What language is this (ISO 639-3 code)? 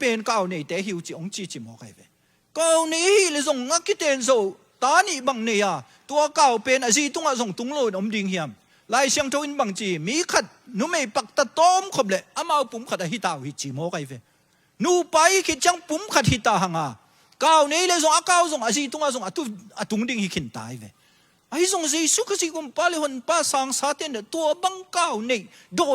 ctd